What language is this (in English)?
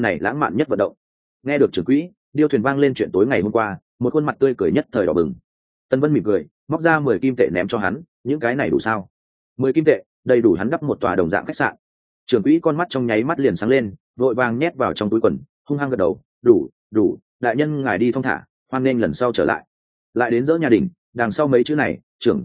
Vietnamese